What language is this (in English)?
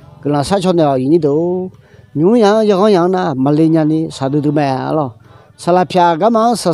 Akha